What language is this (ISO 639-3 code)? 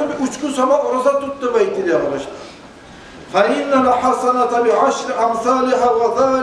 kum